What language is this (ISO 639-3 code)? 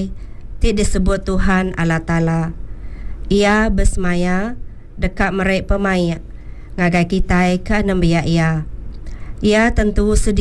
iba